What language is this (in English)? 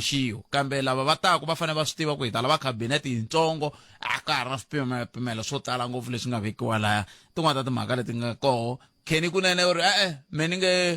Tsonga